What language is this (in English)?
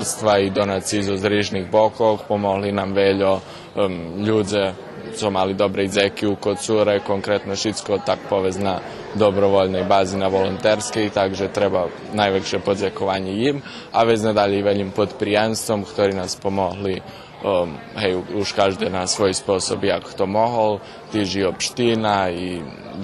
Rusyn